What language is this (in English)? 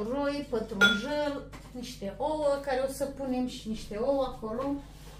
Romanian